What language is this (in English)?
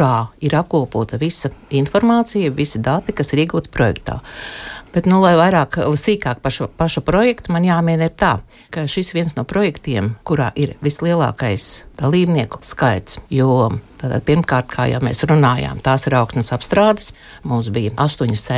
Latvian